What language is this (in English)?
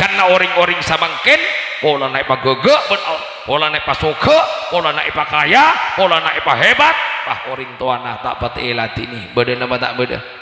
Madurese